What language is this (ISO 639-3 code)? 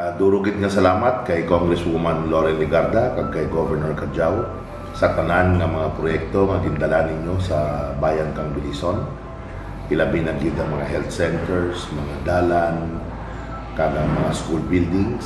krj